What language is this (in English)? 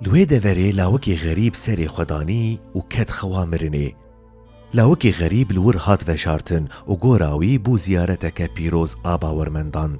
Kurdish